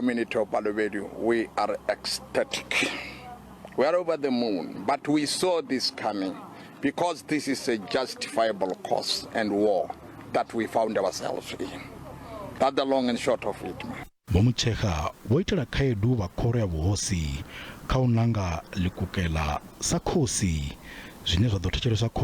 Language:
Venda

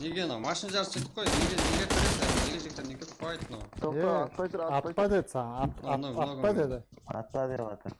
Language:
Kara-Kalpak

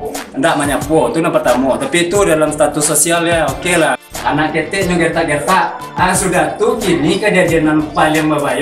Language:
Minangkabau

